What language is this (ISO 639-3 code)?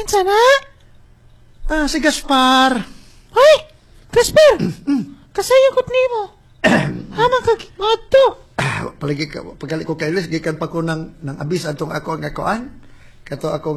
ceb